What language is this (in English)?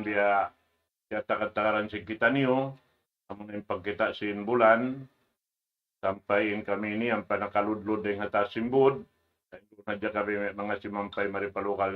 Tausug